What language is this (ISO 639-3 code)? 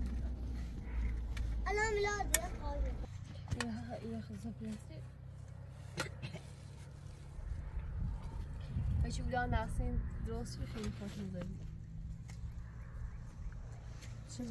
fas